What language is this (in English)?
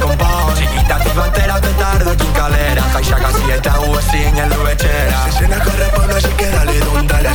Basque